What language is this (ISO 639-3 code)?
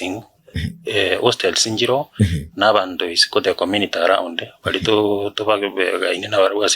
guz